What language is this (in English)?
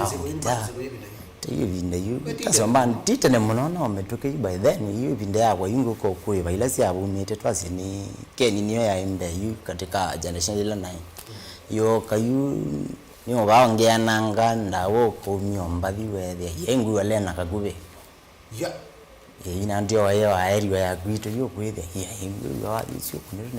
Kamba